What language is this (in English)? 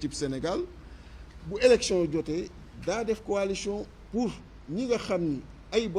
Wolof